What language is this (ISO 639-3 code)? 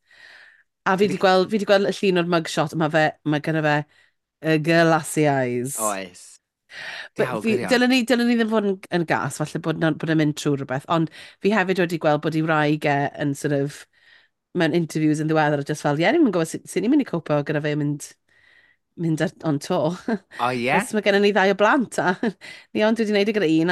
cym